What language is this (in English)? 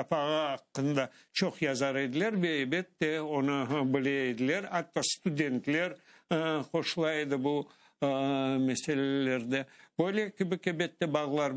Crimean Tatar